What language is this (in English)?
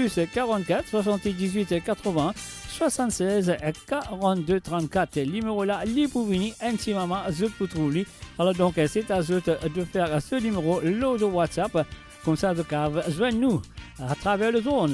Morisyen